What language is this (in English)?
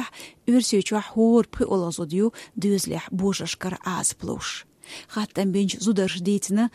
Chechen